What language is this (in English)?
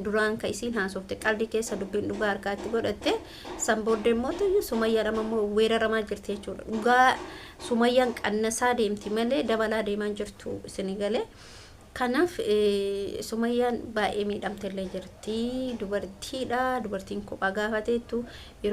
Oromo